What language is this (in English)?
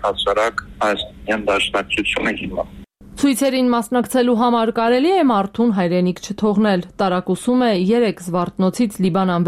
Armenian